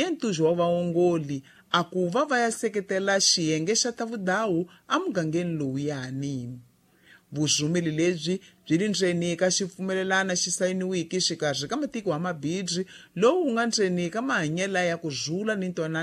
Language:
Tsonga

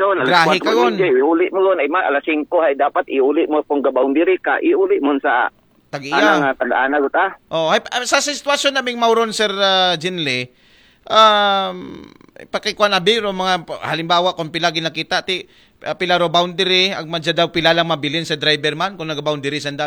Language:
Aklanon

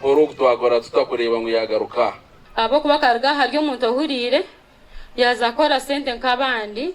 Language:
Nyankole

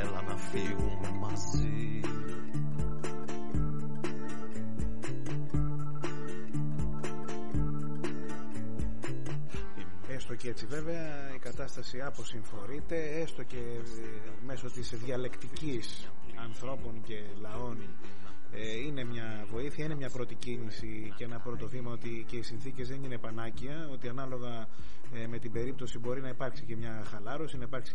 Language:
Greek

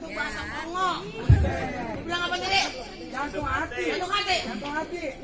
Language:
Betawi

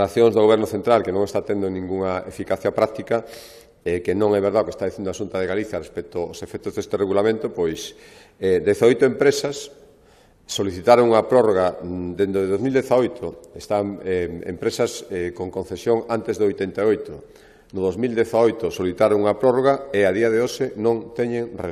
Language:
Galician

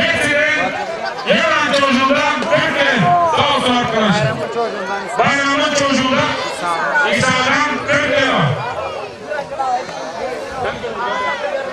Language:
Turkish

